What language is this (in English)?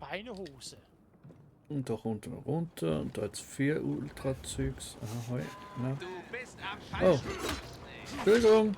Swiss German